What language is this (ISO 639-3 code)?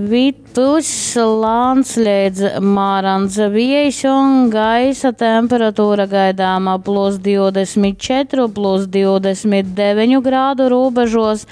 ltg